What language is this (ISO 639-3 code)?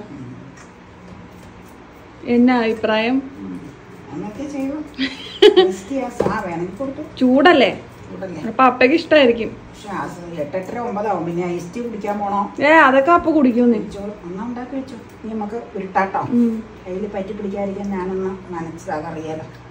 mal